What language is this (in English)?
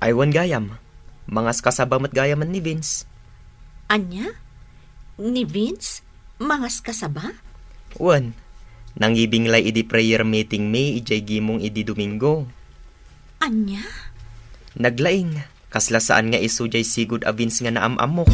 Iloko